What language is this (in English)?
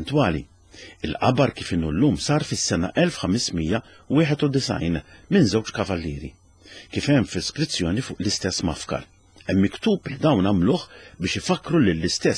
Maltese